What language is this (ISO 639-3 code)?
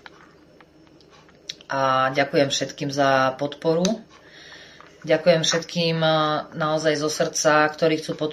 slk